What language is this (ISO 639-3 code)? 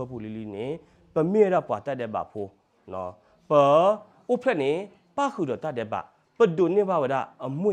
ksw